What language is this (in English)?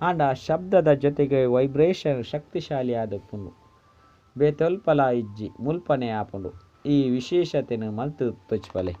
Tulu